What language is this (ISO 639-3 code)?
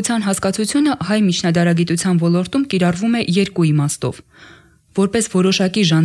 hye